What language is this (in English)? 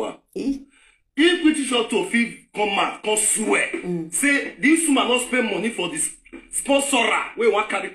Nigerian Pidgin